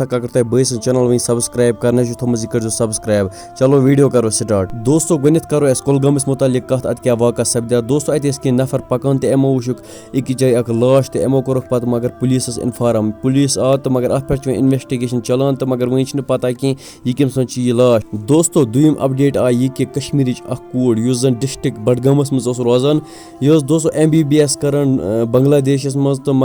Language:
Kashmiri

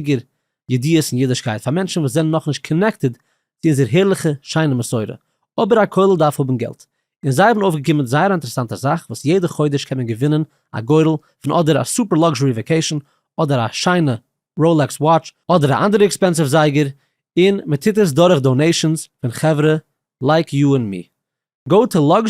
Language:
Yiddish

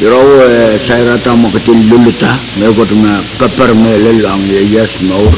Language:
Pohnpeian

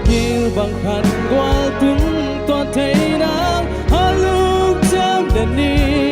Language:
Tedim Chin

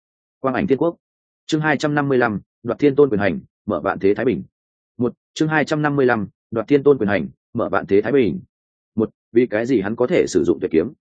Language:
Vietnamese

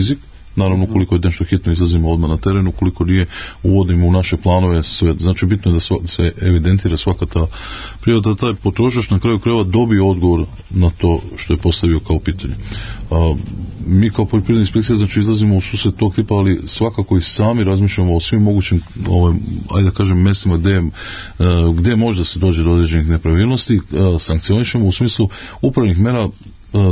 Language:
Serbian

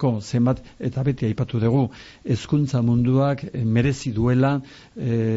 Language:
Basque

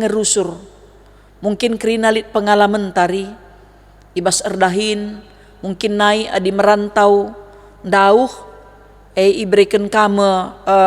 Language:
Batak Karo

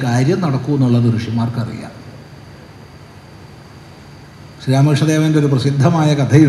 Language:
Malayalam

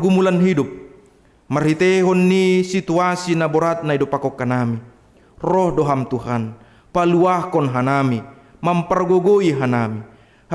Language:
Batak Simalungun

